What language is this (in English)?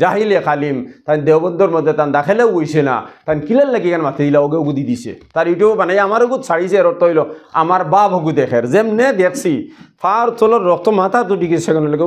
Sylheti